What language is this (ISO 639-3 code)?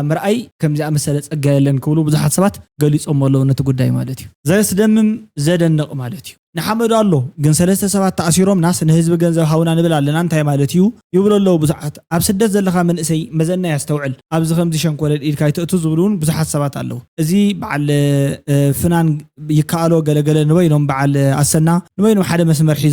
tir